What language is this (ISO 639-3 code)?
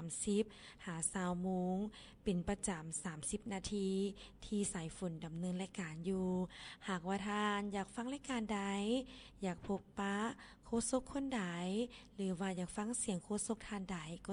lao